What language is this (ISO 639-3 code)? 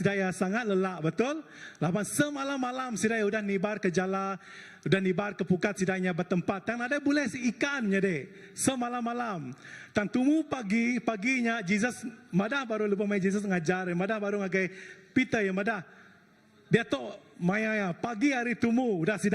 iba